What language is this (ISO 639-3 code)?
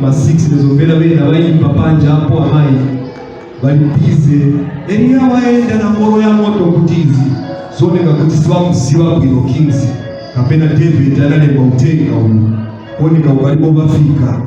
nya